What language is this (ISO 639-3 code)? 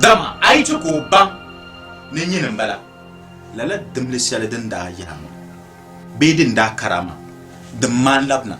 dag